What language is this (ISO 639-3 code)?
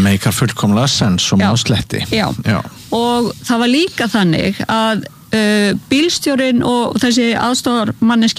isl